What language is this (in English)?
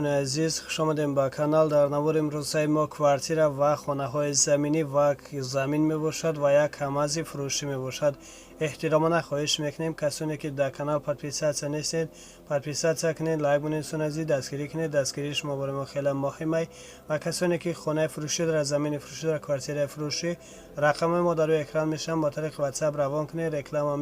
Tajik